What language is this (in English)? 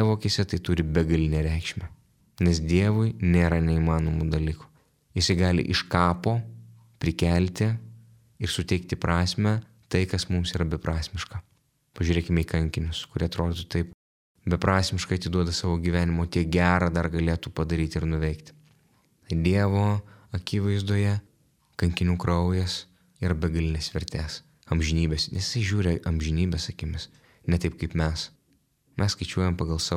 Lithuanian